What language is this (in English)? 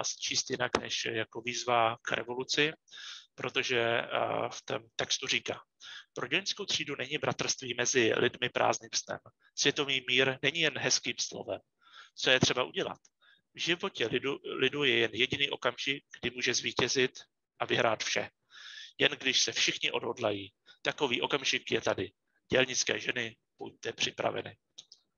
Czech